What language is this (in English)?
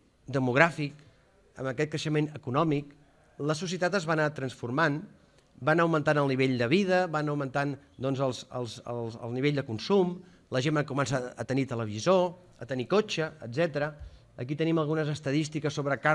Catalan